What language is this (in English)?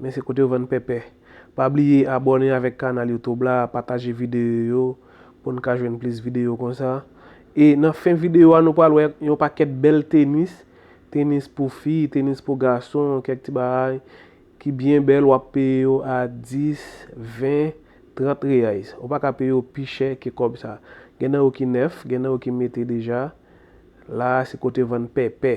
Haitian Creole